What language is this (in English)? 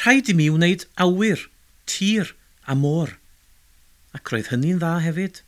Welsh